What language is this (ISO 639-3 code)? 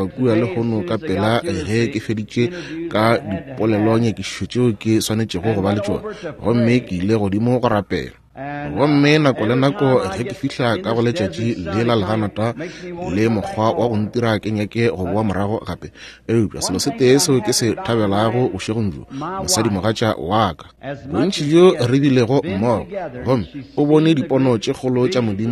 nso